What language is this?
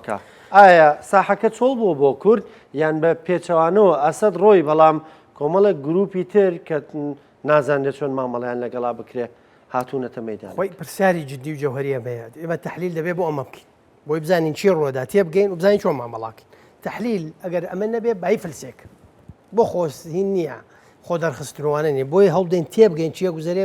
Central Kurdish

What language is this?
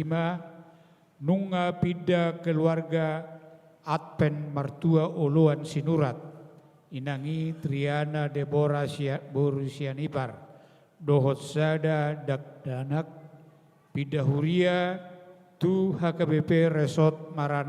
Batak Toba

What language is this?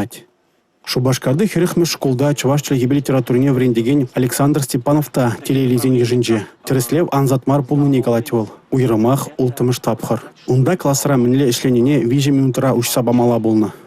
Chuvash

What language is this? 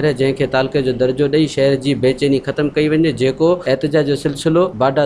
Sindhi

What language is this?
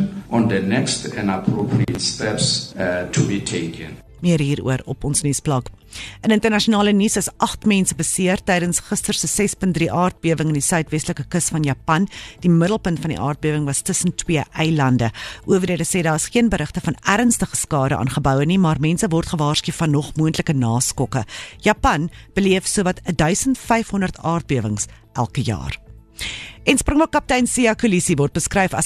Afrikaans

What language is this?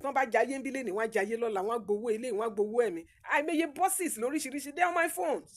Yoruba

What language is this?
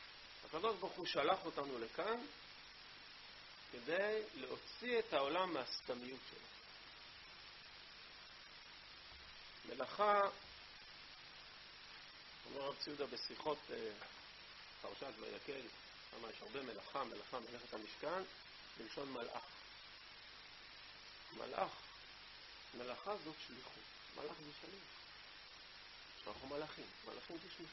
Hebrew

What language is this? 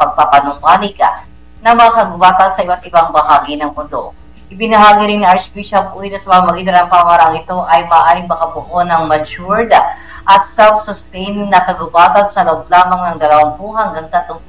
Filipino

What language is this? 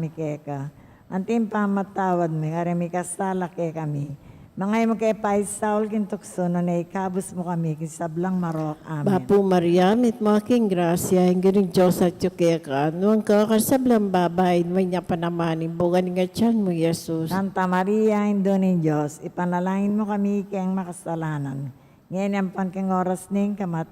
Pampanga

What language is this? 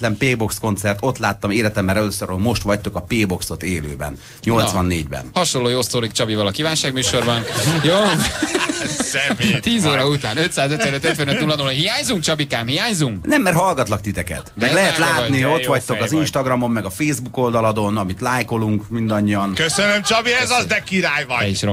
Hungarian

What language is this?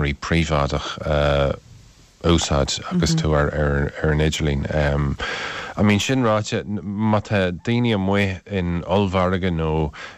Irish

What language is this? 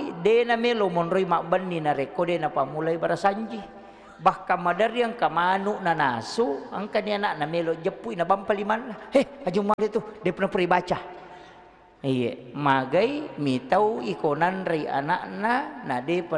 Buginese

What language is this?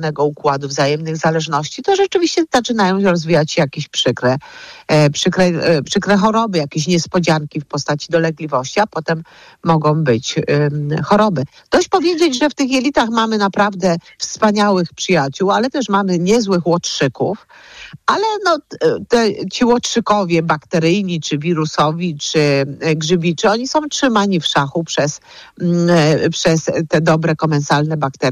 Polish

